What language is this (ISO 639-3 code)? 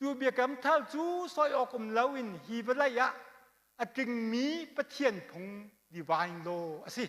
cnh